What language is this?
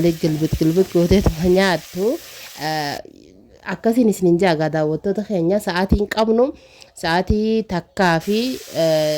Oromo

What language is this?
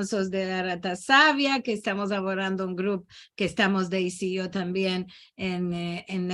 Ladino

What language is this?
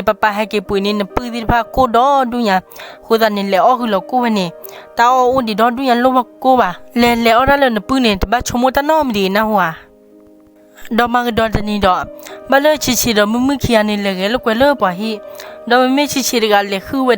S'gaw Karen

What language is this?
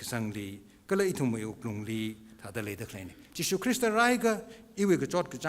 Tangkhul Naga (India)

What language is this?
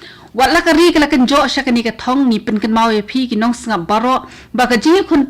Khasi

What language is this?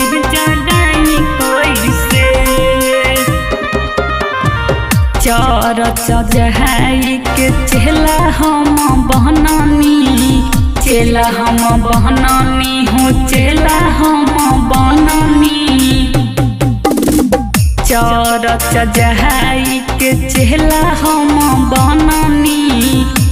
Bhojpuri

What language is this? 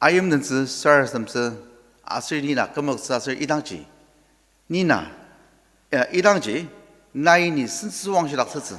Ao Naga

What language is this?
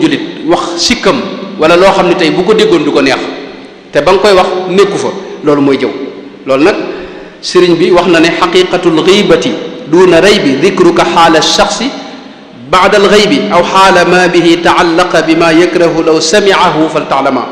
Wolof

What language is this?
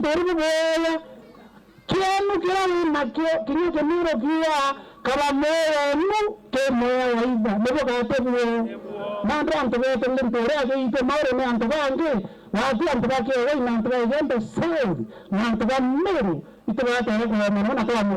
Meru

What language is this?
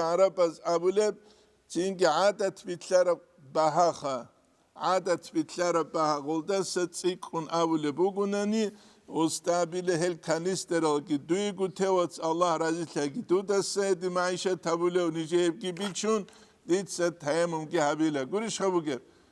Avaric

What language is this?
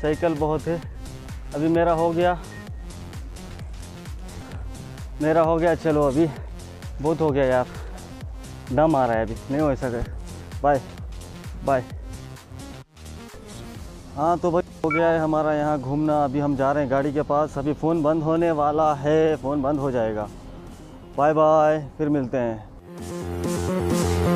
Hindi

